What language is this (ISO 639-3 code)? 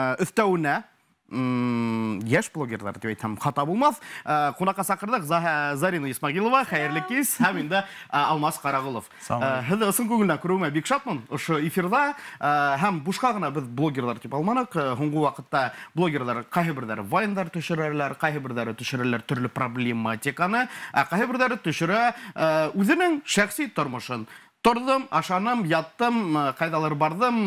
bak